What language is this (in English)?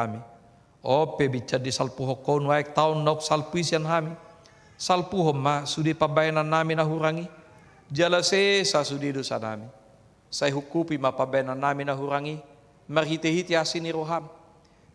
Batak Toba